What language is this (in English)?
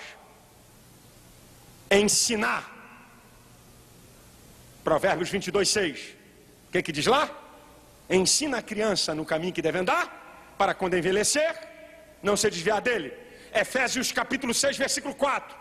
Portuguese